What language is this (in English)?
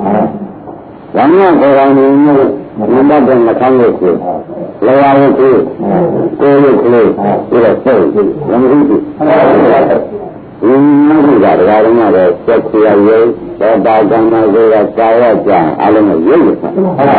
Burmese